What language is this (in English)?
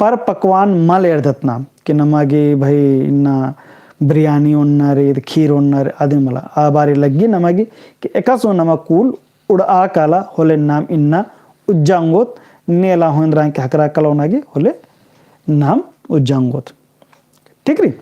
Kurukh